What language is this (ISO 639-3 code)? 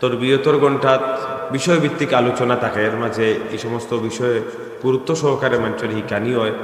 syl